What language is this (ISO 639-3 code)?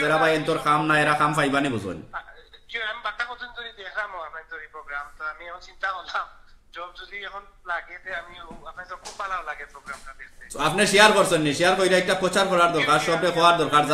syl